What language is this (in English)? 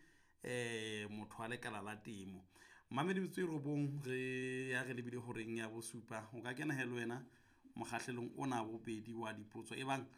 Southern Sotho